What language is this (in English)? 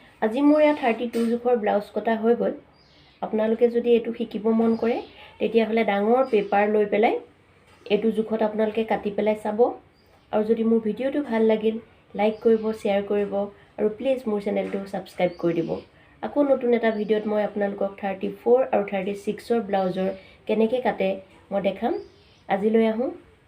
Assamese